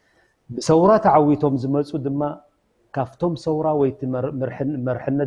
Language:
Tigrinya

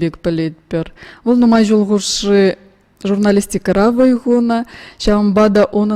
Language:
Chuvash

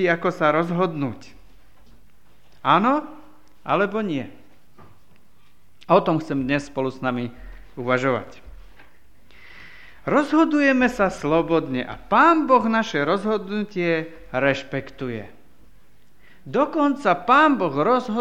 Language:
Slovak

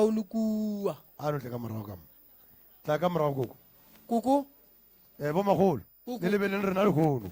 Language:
Northern Sotho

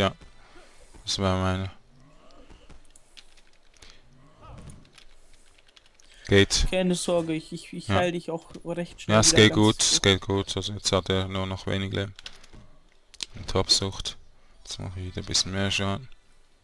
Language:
German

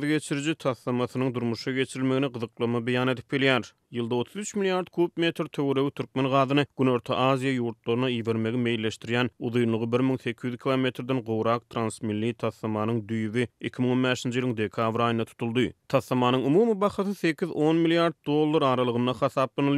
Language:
Turkmen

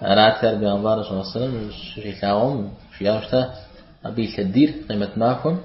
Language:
Kabardian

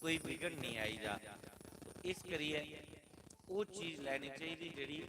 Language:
Dogri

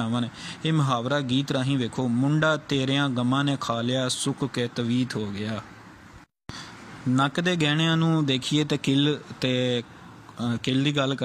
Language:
Punjabi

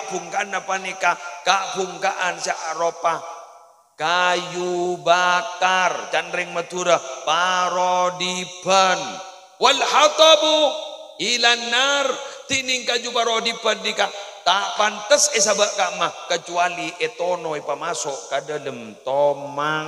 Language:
Madurese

